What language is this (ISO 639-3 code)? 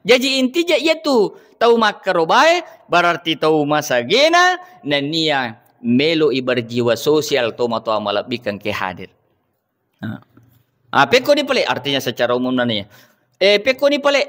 bug